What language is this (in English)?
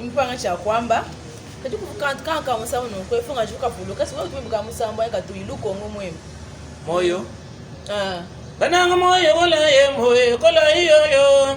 Luba-Lulua